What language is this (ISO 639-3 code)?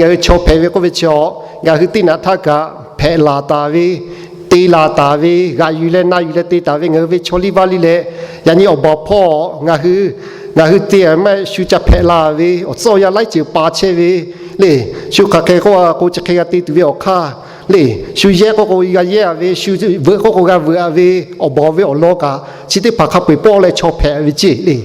lhu